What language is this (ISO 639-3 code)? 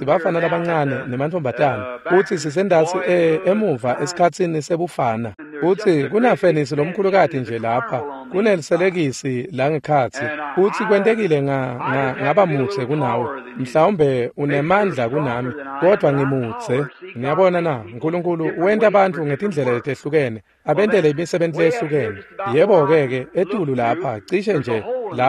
ssw